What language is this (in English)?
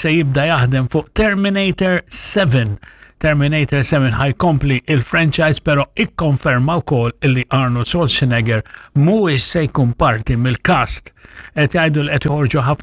Maltese